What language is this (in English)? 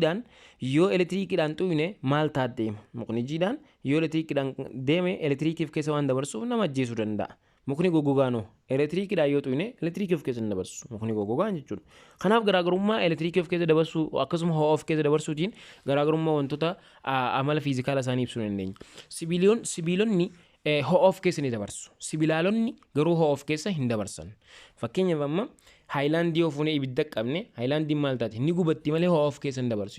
Oromo